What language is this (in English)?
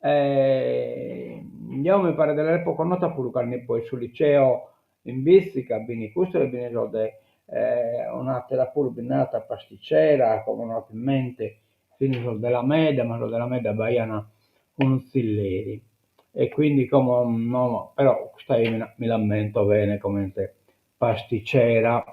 Sardinian